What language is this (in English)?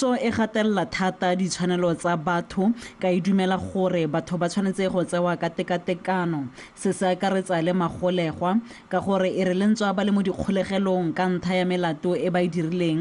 Tswana